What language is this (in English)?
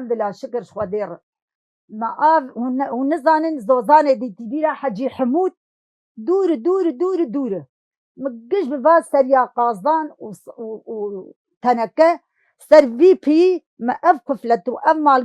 Kurdish